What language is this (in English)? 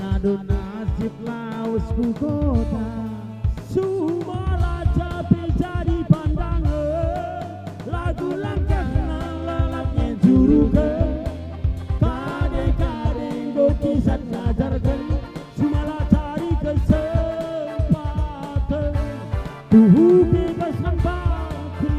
Batak Karo